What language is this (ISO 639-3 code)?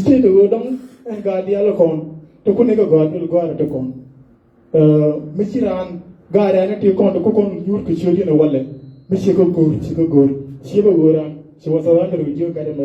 nus